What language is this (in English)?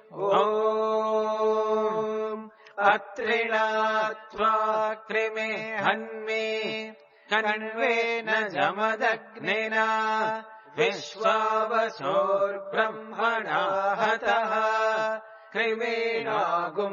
Sanskrit